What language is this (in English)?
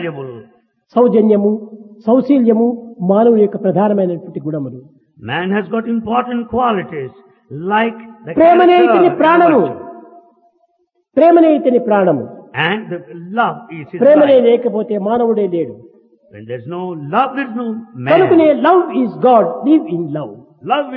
Telugu